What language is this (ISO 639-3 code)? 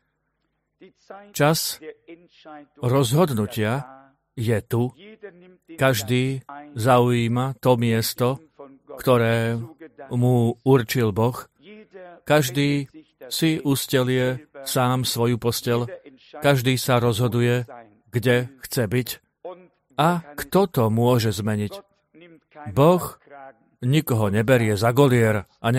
slk